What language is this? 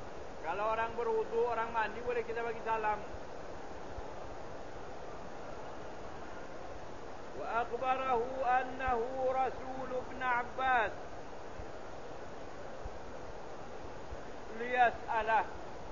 Malay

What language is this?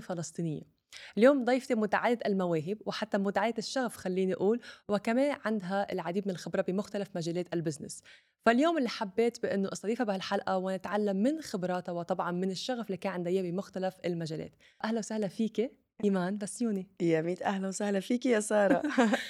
North Levantine Arabic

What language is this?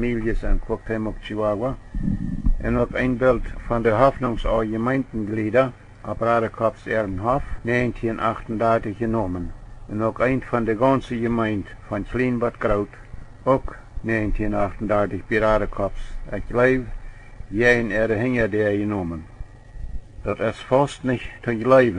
Plautdietsch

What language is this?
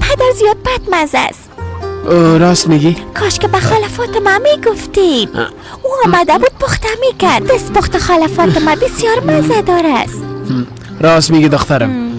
Persian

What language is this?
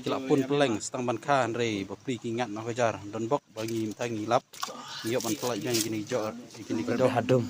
Khasi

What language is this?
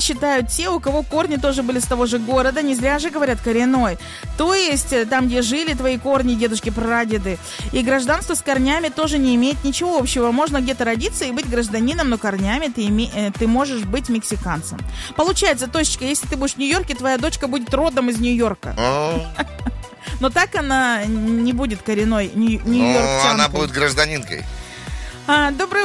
Russian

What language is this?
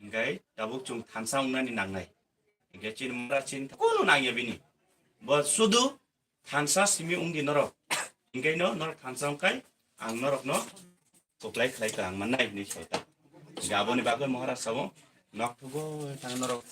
Kok Borok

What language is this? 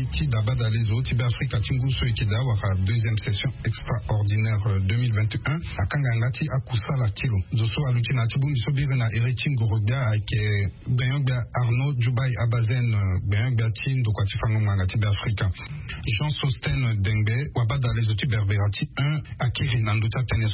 Sango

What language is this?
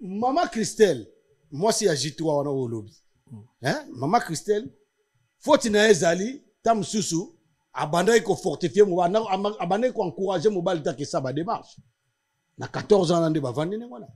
Lingala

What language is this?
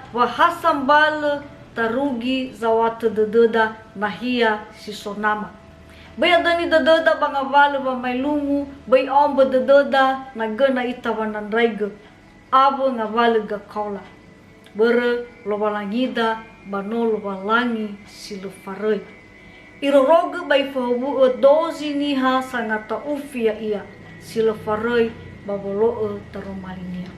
Nias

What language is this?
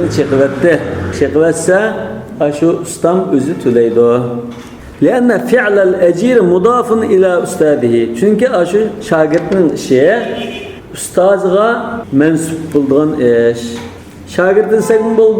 Uyghur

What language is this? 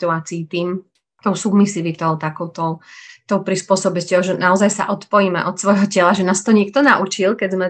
Slovak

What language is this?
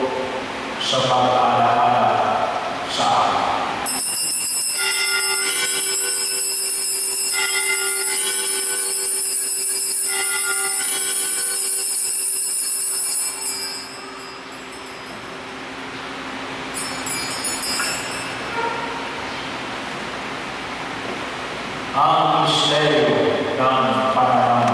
Filipino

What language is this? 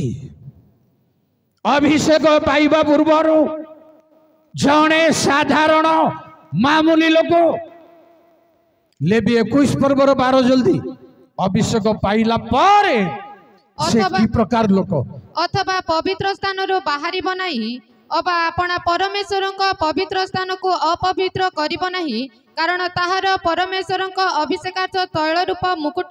Odia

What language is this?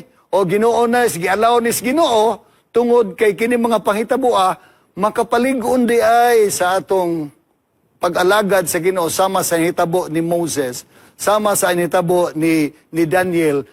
Cebuano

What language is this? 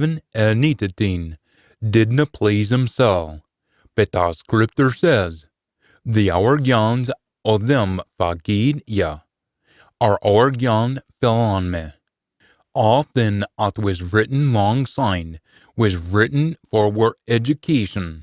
Scots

